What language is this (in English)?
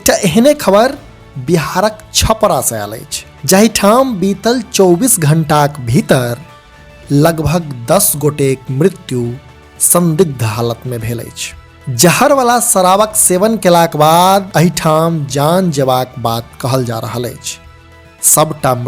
Maithili